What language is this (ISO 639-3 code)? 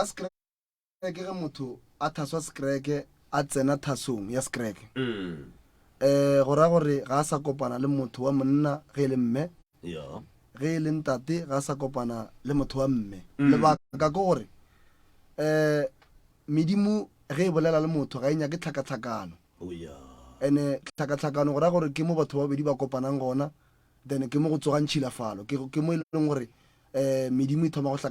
nso